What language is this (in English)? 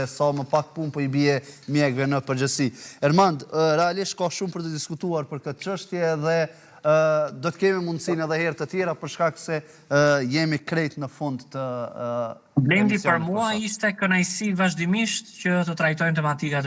Albanian